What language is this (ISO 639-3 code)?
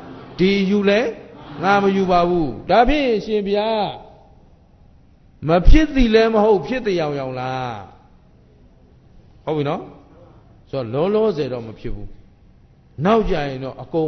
mya